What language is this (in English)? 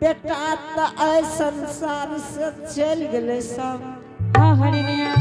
Angika